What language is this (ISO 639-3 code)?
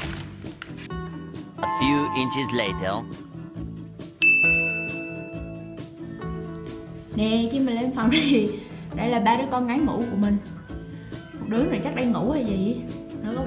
vie